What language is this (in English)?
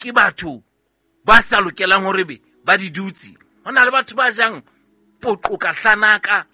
Southern Sotho